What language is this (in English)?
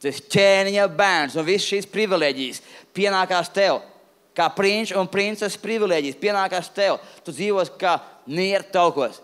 Latvian